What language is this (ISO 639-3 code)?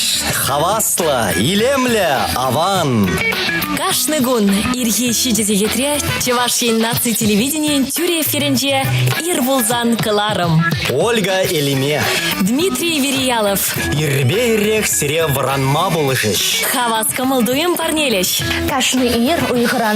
chv